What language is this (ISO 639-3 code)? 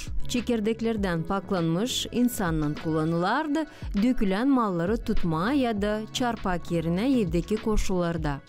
gag